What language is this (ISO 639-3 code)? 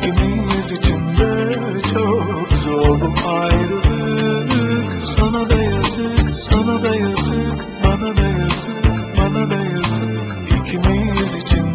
tur